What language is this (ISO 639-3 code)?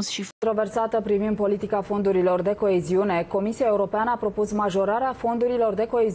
ron